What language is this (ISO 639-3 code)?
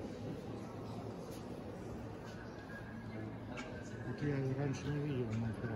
rus